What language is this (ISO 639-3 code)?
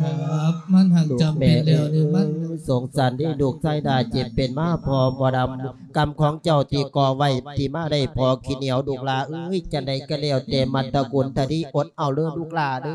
lao